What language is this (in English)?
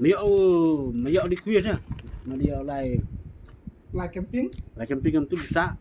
Khasi